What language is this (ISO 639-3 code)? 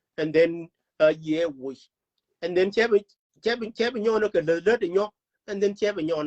nus